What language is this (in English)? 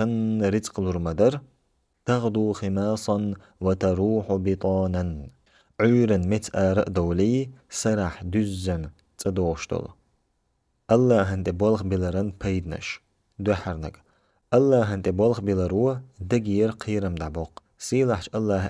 Chechen